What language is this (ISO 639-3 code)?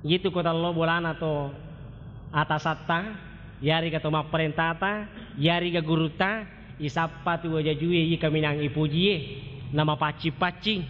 bug